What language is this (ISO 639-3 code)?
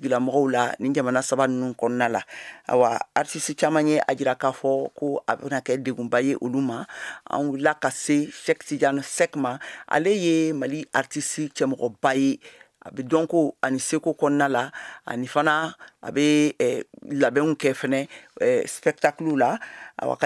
bam